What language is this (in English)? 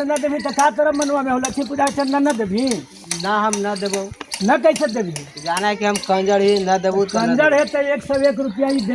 Magahi